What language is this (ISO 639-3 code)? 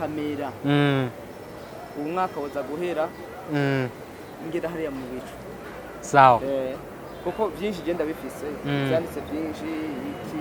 run